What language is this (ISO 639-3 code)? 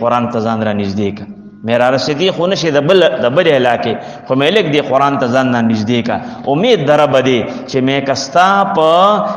pus